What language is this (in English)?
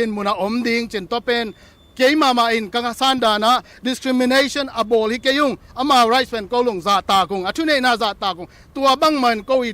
Tedim Chin